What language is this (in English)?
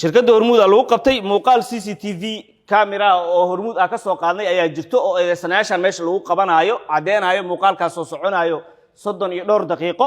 Somali